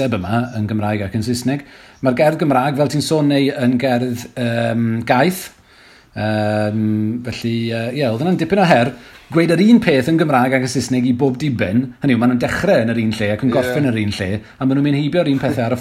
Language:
Welsh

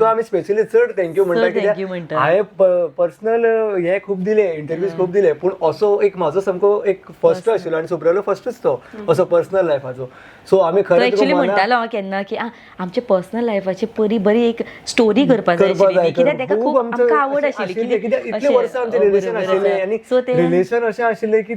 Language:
Konkani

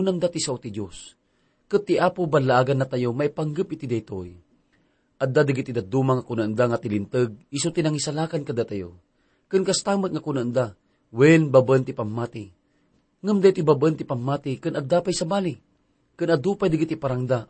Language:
Iloko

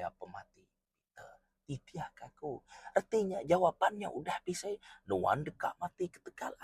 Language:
Iban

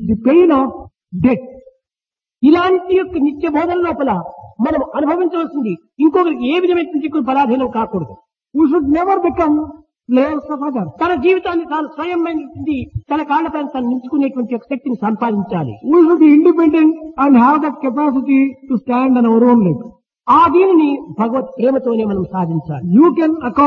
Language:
Telugu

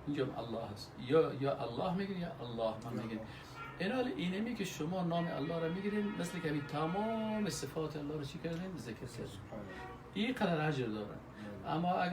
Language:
Persian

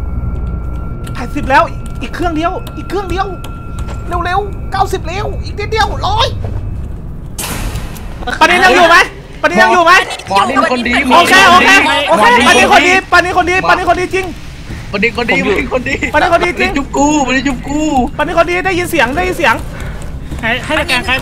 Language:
Thai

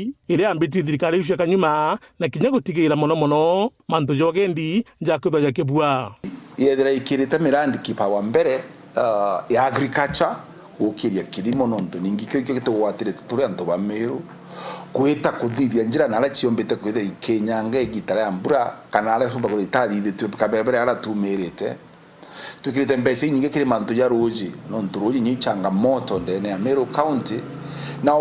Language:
Meru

